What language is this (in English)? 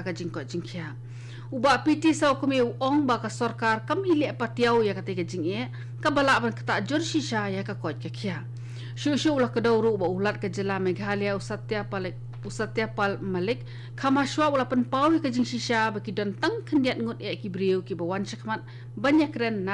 Khasi